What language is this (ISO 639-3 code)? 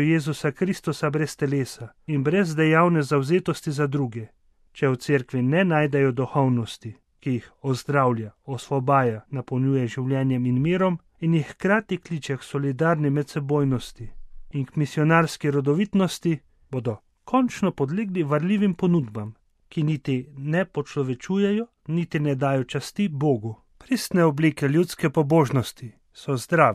slv